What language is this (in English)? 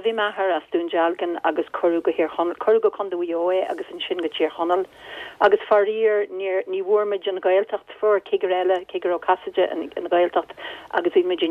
Irish